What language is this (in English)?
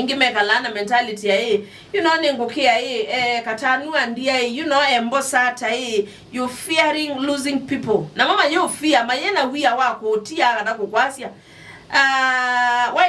Kamba